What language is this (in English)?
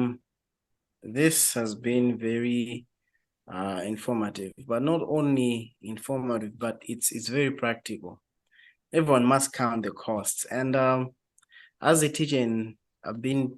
English